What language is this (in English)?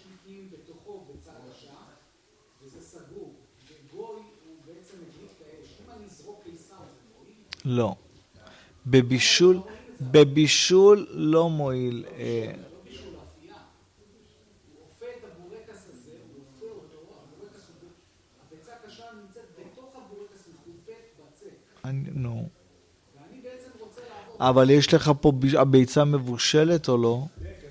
Hebrew